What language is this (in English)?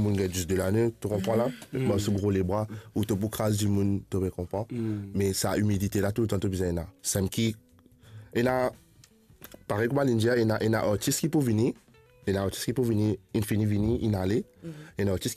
Morisyen